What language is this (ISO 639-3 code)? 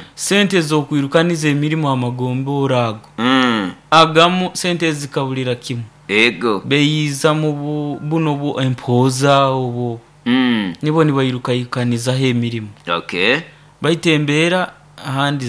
nyo